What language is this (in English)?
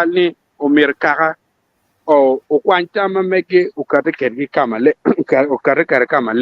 Acoli